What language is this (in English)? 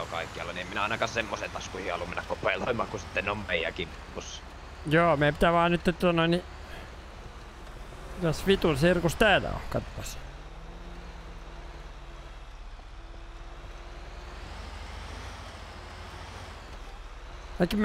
Finnish